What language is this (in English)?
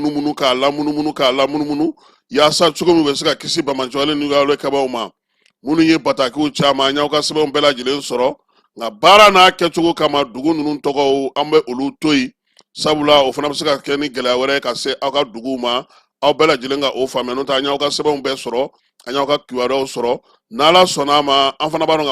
Bambara